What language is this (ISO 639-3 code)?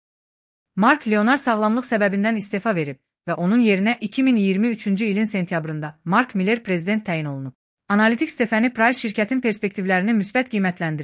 aze